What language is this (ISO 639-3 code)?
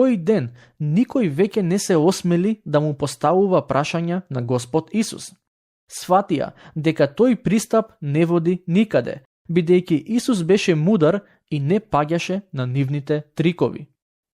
mkd